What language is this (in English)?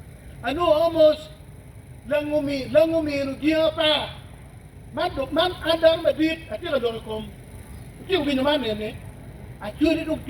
Acoli